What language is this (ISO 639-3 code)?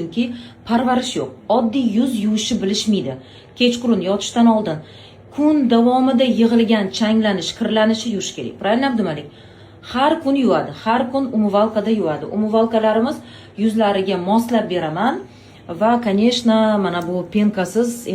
uzb